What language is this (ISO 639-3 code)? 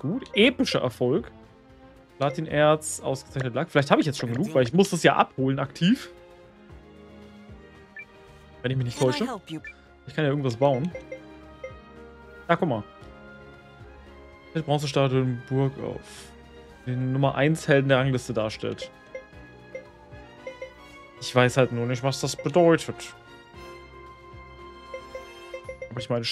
deu